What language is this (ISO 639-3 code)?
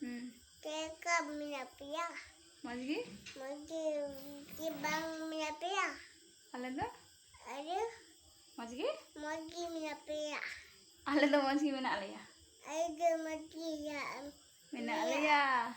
sat